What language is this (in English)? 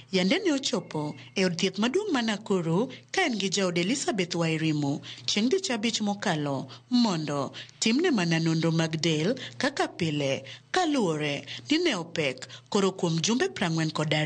Luo (Kenya and Tanzania)